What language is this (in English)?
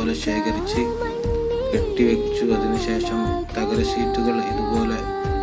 Malayalam